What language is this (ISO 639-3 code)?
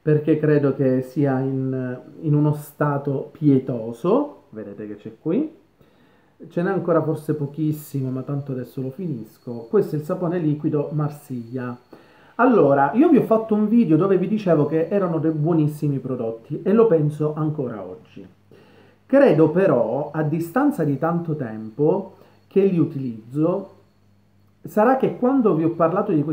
ita